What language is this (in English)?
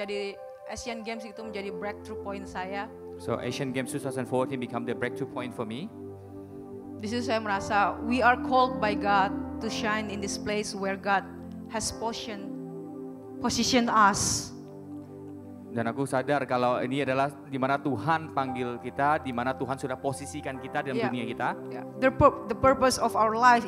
Indonesian